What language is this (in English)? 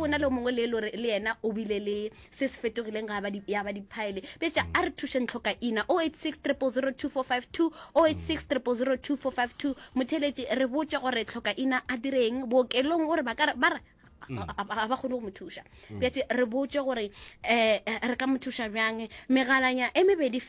Northern Sotho